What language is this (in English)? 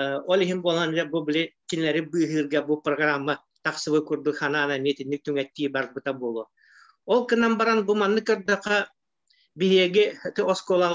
Yakut